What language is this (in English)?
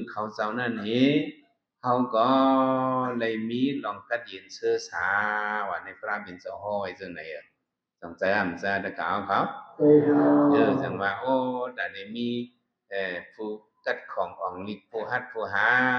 Shan